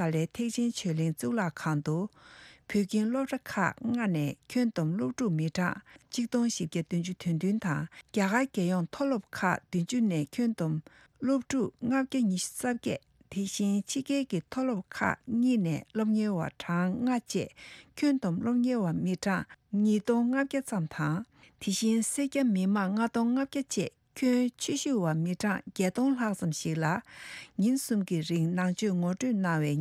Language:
Tibetan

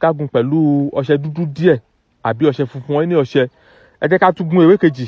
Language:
Yoruba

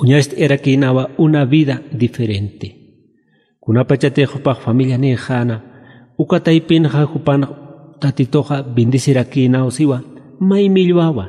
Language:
Aymara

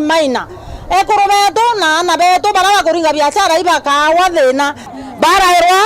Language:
Meru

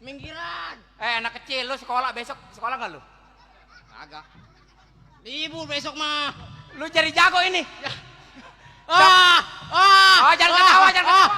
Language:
Betawi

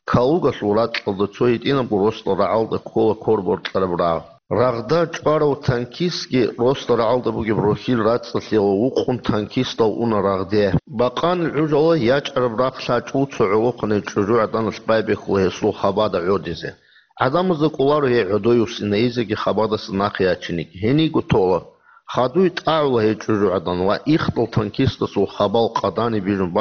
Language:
Avaric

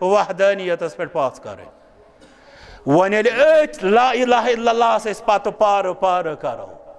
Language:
Kashmiri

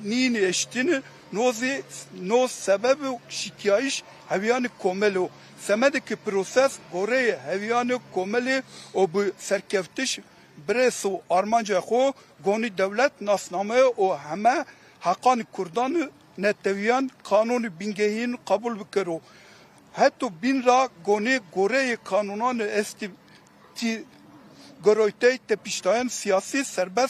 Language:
Kurdish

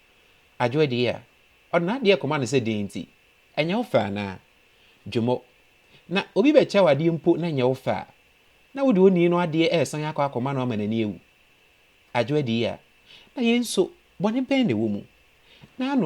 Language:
Akan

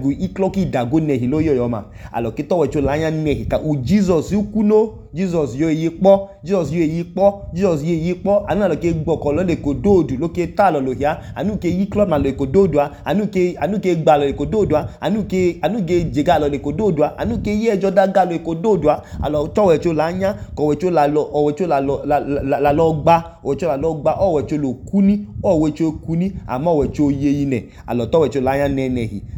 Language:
Idoma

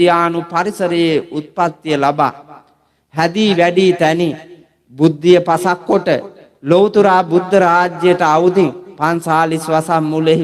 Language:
Sinhala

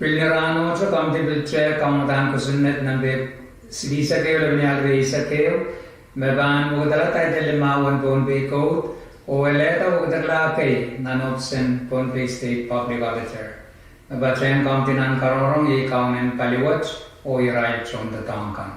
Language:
Pohnpeian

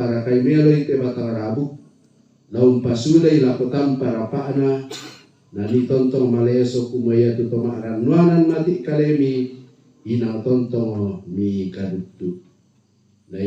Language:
Toraja-Sa'dan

